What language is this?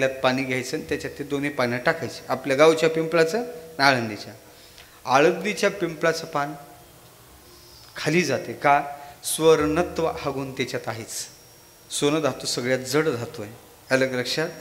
Marathi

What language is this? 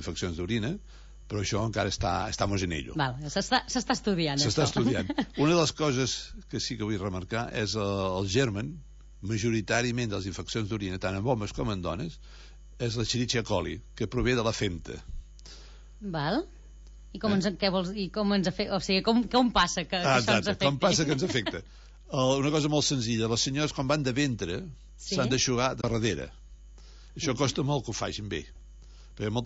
Catalan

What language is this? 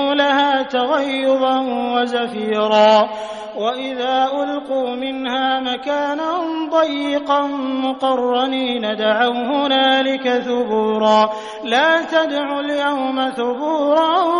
Arabic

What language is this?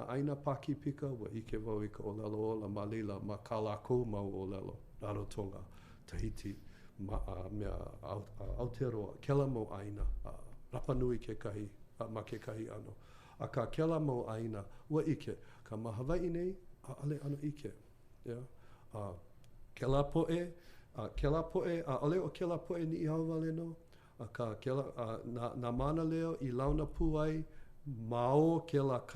Hawaiian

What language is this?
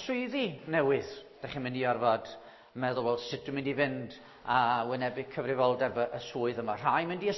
Welsh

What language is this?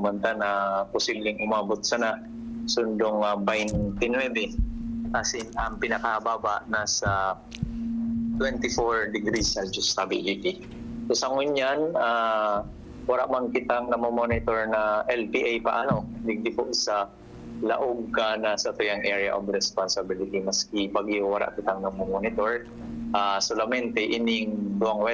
Bikol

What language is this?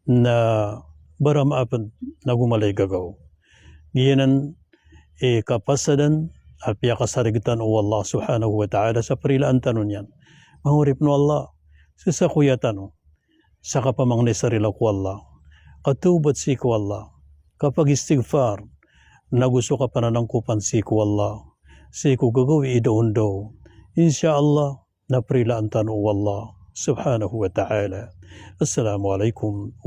Maranao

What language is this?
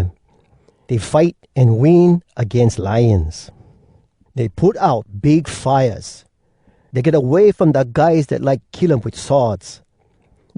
Hawai'i Creole English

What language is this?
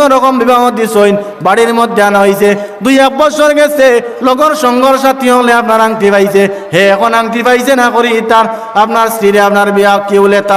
Sylheti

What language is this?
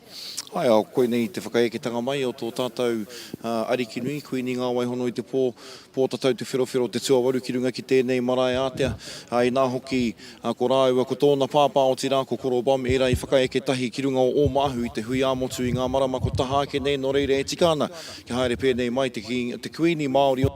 Māori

